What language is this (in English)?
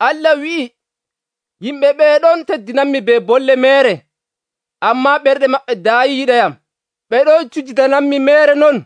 Nigerian Fulfulde